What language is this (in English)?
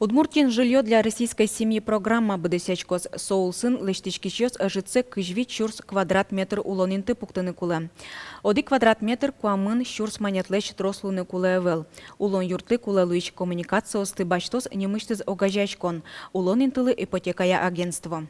Udmurt